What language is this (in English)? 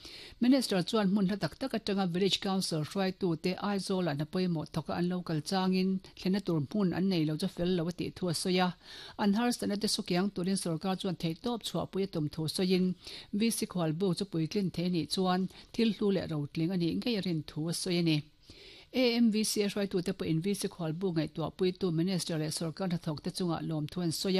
Mizo